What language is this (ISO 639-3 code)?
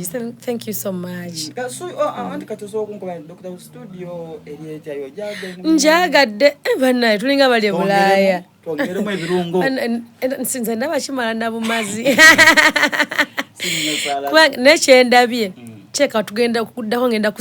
xog